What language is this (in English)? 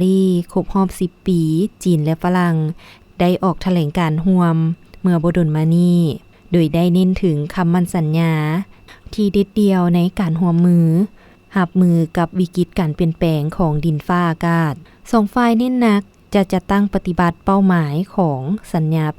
Lao